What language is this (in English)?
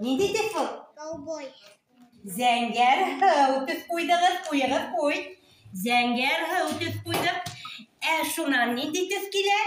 Bashkir